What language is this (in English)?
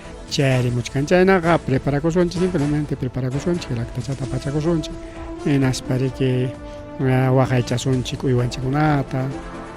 Ayacucho Quechua